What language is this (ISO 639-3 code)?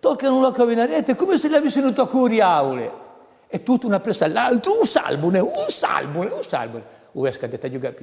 cos